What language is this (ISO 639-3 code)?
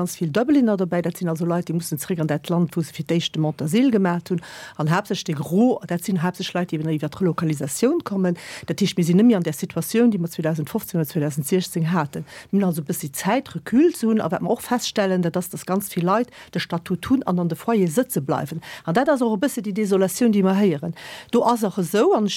ltz